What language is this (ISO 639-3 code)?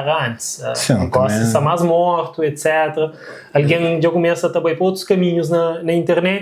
kea